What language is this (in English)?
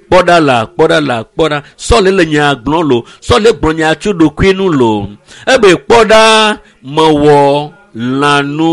Ewe